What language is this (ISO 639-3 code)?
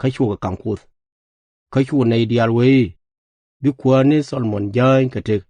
nus